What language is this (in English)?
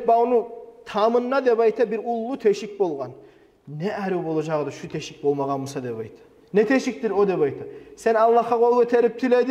Kumyk